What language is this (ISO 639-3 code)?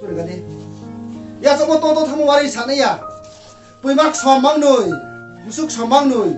ria